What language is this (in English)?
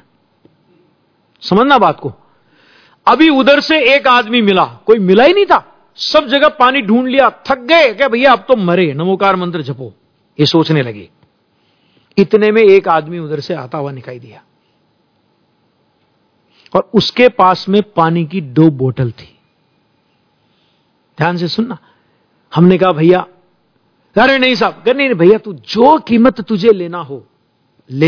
Hindi